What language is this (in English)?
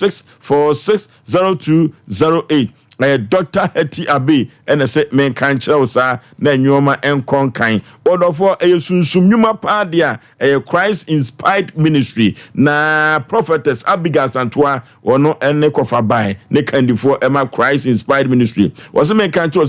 Akan